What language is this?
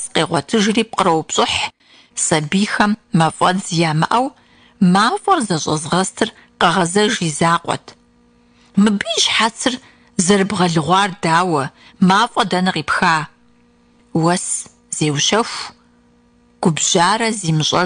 Kabardian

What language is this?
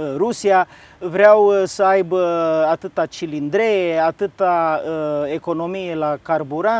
Romanian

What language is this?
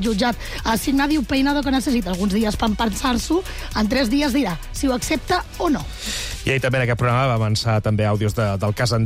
Catalan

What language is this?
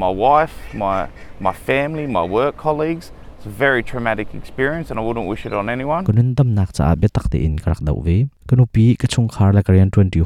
Hakha Chin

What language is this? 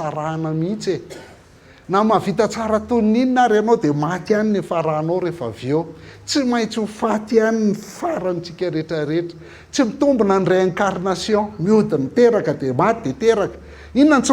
Malagasy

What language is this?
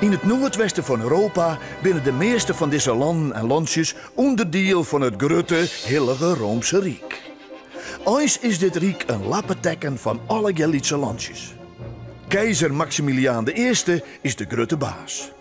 Western Frisian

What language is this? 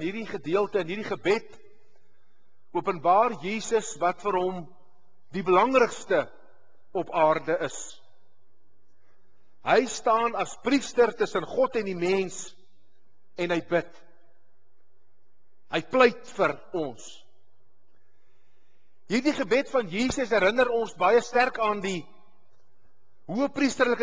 Afrikaans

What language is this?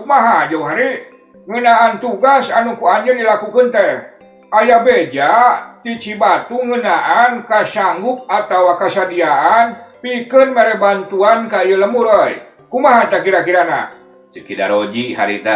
Sundanese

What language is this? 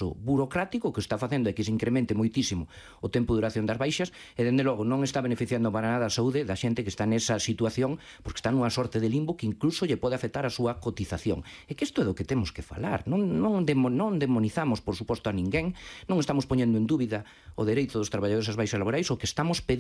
Galician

